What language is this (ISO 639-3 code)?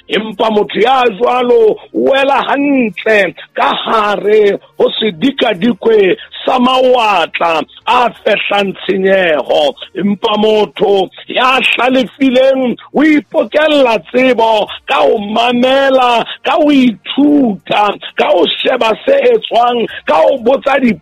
sot